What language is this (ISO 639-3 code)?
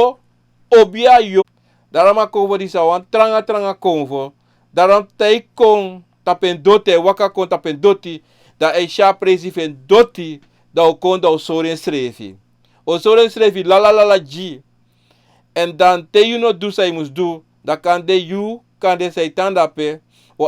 srn